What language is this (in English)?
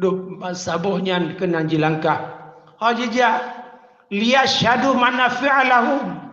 Achinese